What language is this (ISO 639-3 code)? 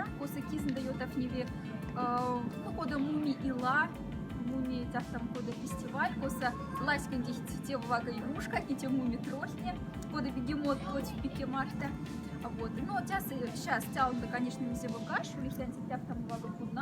mdf